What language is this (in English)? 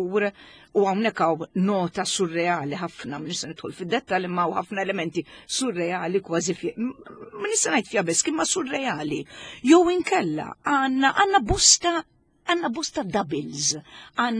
Maltese